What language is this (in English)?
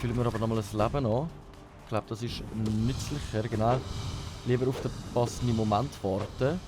Swiss German